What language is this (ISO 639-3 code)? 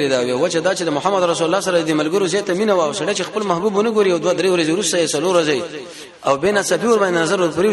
pus